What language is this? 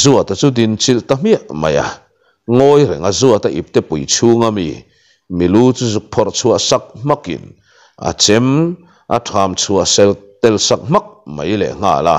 Mizo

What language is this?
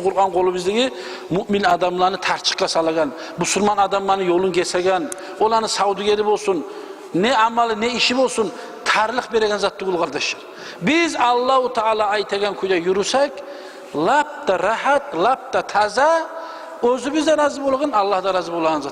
Kumyk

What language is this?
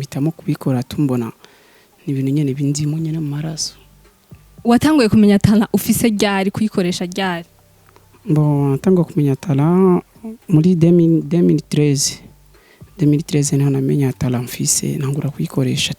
Rundi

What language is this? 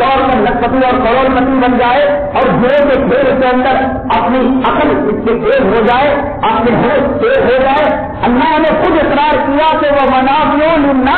Urdu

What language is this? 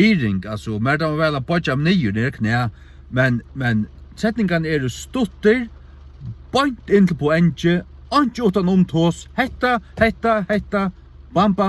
Faroese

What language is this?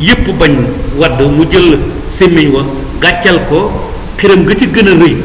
Wolof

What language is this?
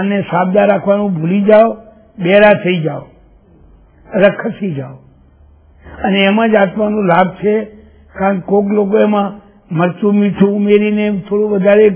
Gujarati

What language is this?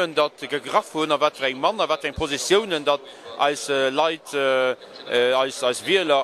Luxembourgish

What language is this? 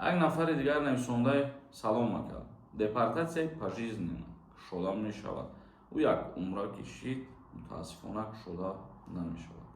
Tajik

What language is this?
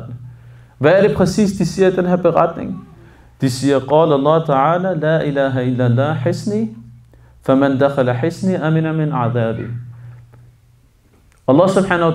Danish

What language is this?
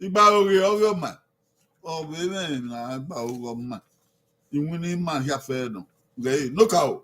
Bini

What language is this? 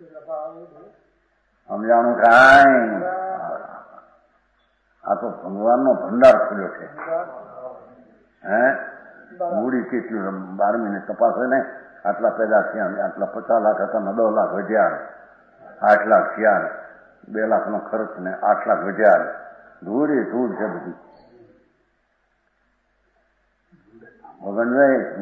Gujarati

